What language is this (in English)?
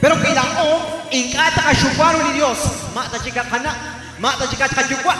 Kekchí